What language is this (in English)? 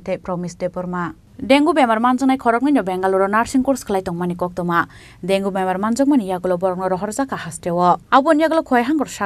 Kok Borok